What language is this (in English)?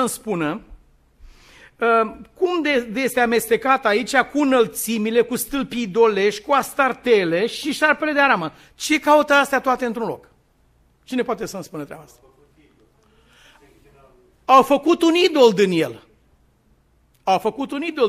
Romanian